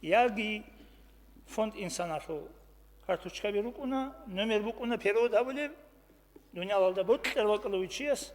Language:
Avaric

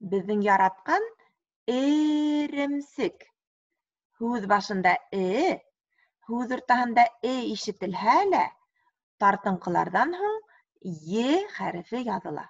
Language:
Bashkir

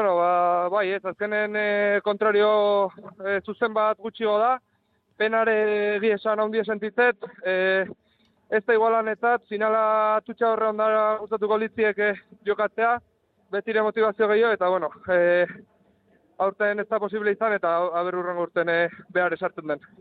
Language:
Basque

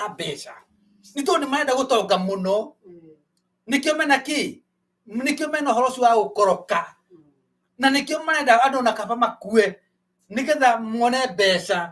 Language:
Kikuyu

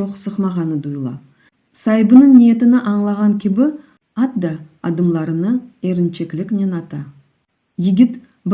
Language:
Crimean Tatar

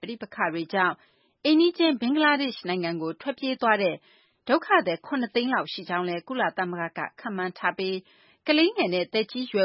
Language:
Burmese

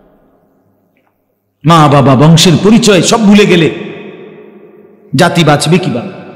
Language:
Bangla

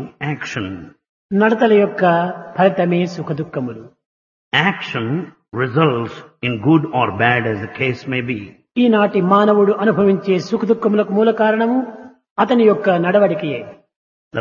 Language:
Telugu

